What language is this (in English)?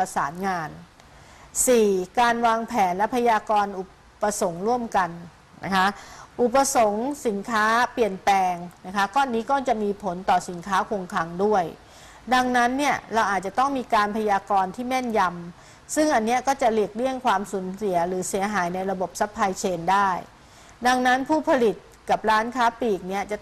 Thai